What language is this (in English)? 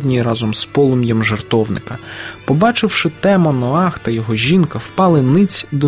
Ukrainian